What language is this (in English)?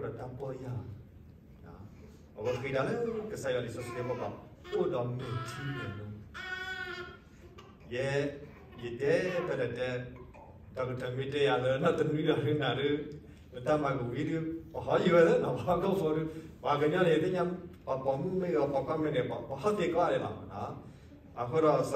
S'gaw Karen